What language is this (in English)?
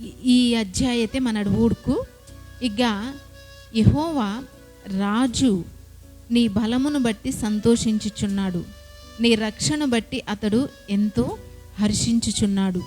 Koya